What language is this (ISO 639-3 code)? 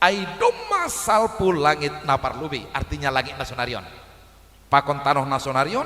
bts